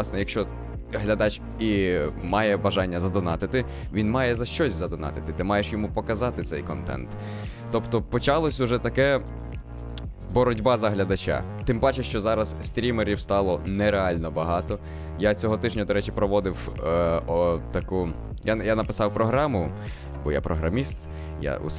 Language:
Ukrainian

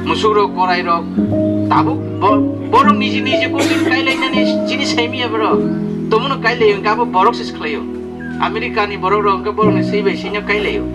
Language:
Riang (India)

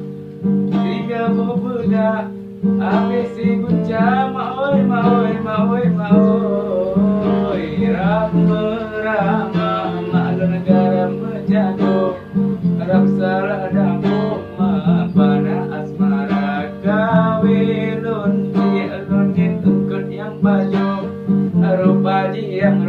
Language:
Achinese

